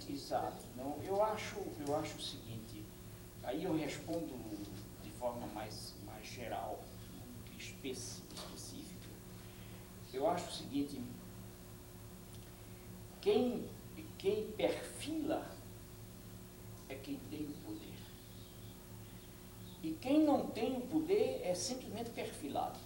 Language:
Portuguese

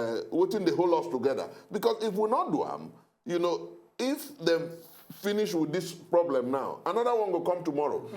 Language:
Nigerian Pidgin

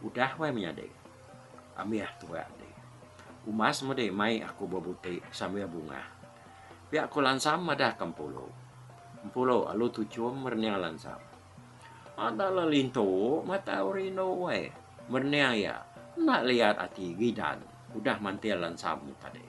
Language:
Iban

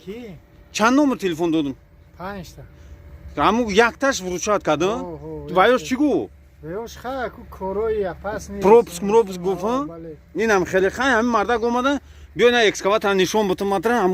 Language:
Tajik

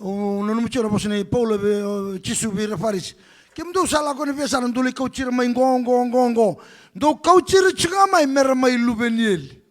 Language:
Fijian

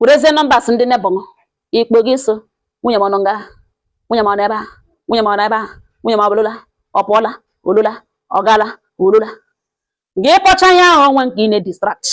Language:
Igbo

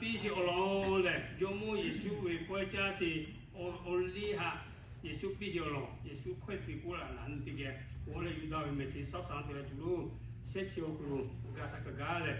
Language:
Lahu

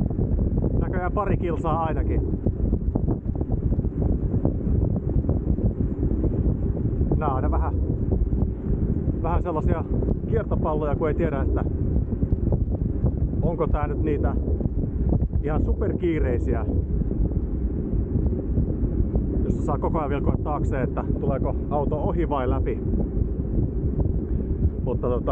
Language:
Finnish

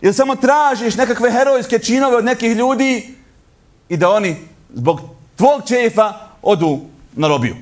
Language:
Bosnian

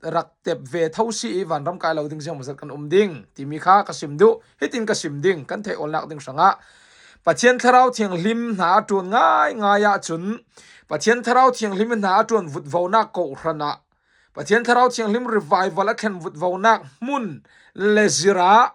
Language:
Falam Chin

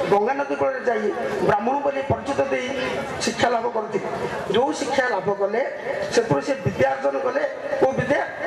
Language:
Odia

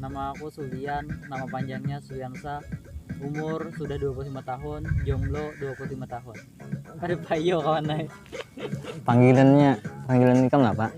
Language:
Banjar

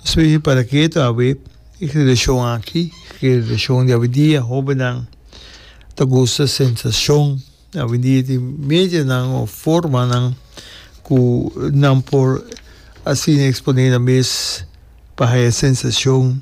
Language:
Papiamento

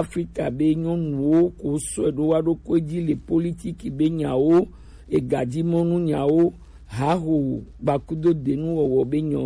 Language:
Gen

